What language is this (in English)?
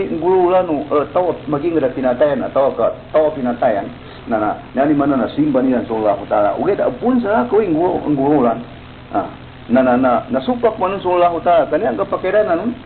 Maranao